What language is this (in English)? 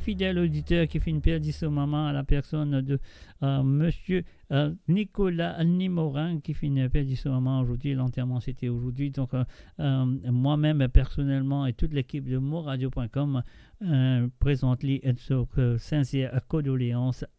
Morisyen